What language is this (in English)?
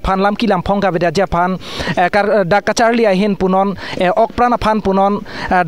Karbi